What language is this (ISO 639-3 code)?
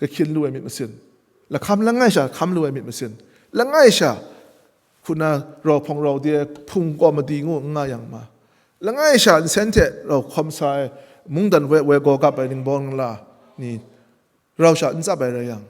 kac